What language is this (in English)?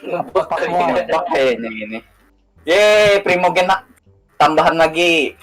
Banjar